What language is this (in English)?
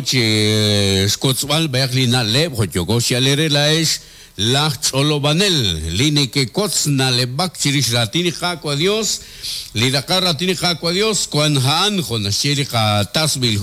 Kekchí